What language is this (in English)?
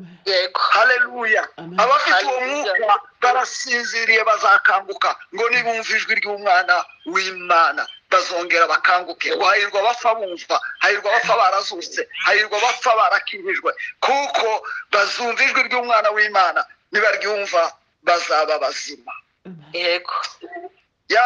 Kinyarwanda